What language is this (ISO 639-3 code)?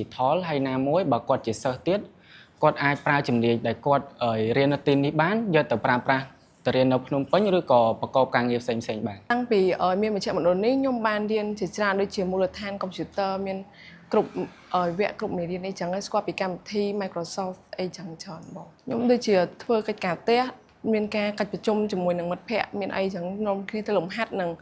khm